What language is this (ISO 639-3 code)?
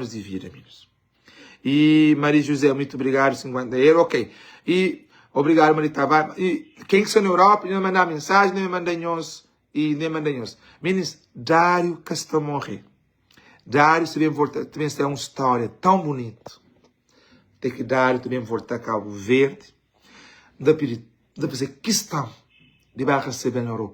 kea